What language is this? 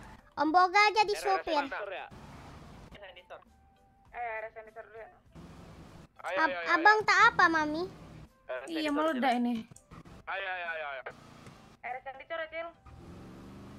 Indonesian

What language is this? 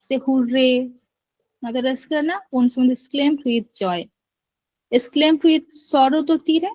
Santali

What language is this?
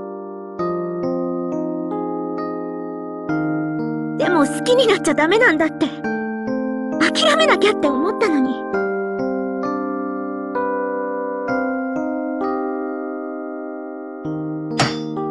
Japanese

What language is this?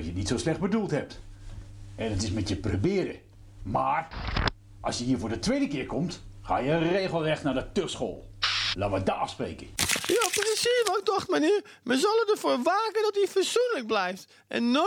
Dutch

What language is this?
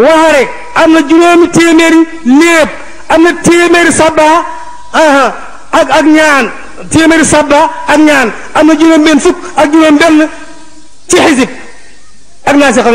Wolof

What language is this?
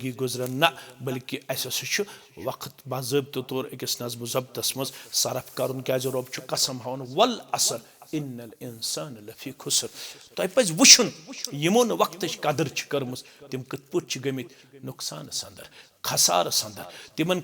Kashmiri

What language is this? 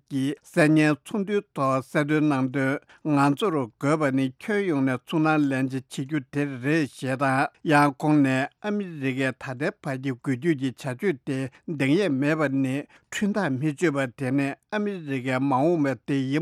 Tibetan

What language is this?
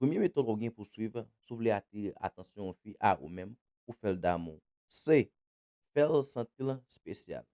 Haitian Creole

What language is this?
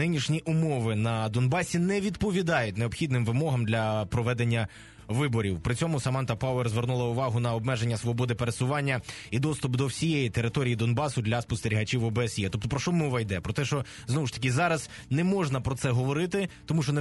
Ukrainian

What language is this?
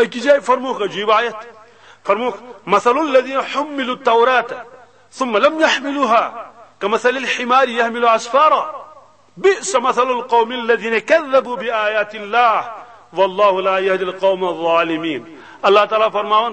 Kashmiri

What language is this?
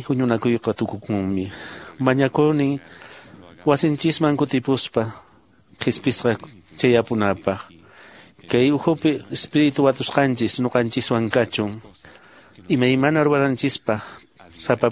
Quechua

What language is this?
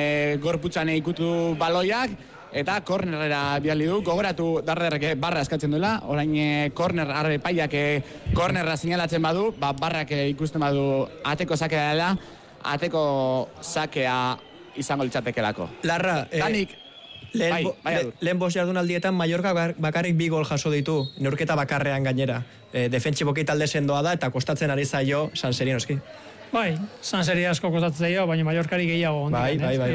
Basque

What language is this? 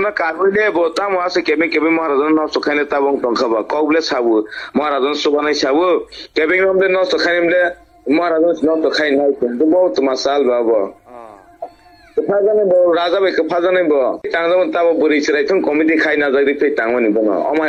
Kok Borok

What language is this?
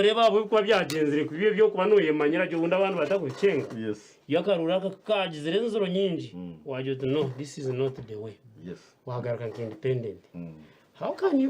Nyankole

